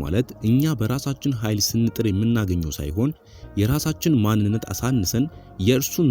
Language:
Amharic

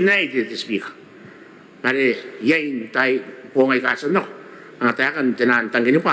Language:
Gilbertese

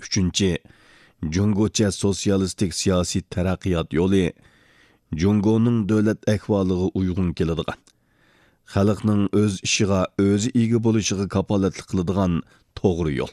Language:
Uyghur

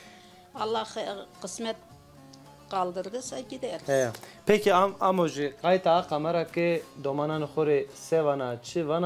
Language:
Zaza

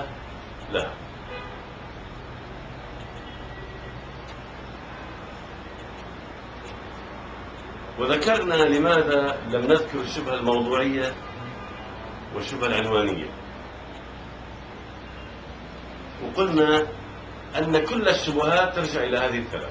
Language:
Arabic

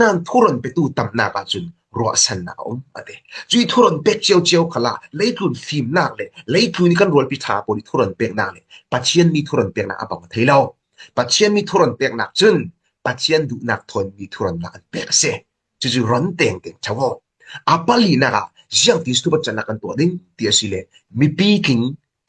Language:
Falam Chin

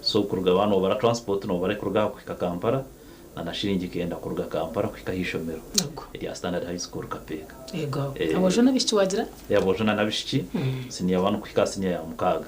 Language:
Nyankole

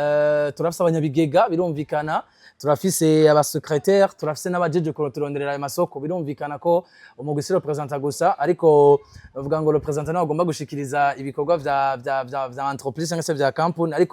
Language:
Rundi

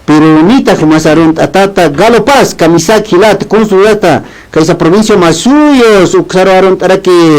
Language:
Aymara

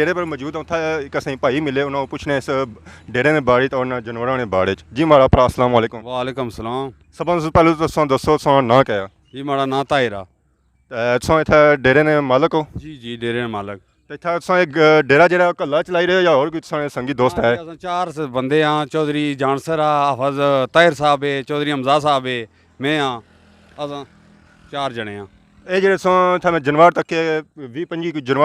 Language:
Pahari-Potwari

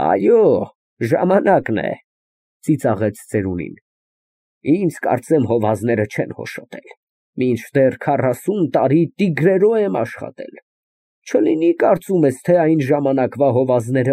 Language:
Armenian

